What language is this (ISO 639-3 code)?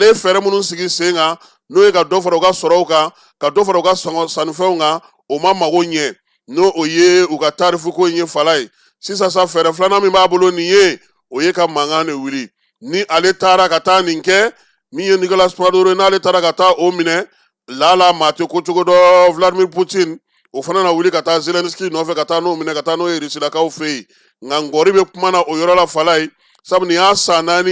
bam